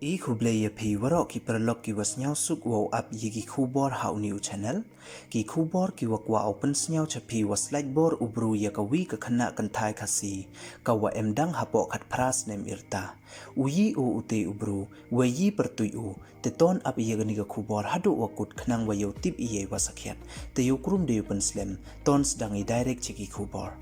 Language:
Pnar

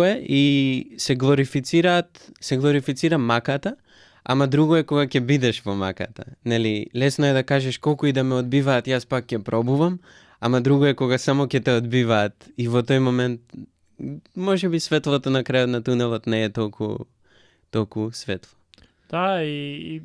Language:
Macedonian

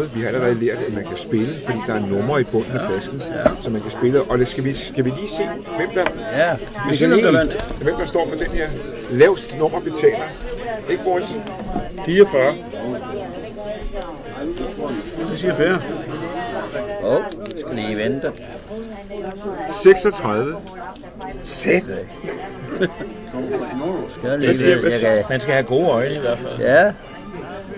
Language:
Danish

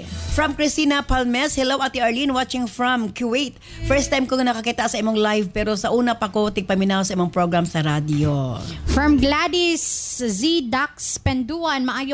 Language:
Cebuano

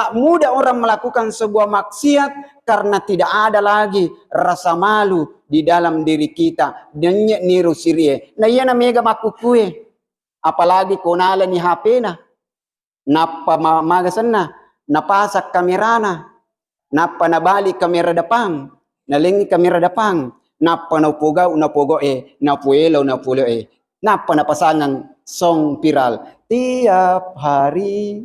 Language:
Buginese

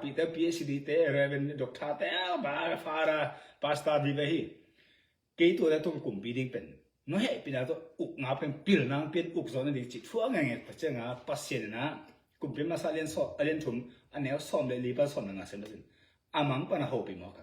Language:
Tedim Chin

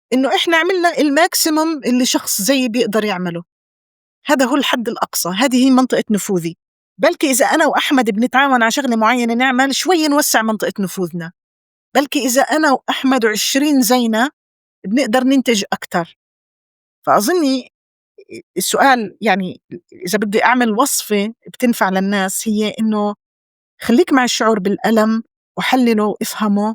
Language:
North Levantine Arabic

